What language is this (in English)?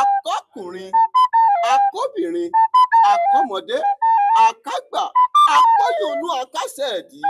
Yoruba